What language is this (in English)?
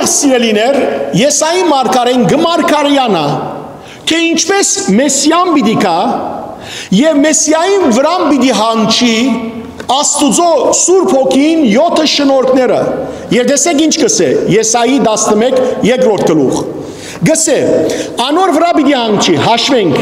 Western Armenian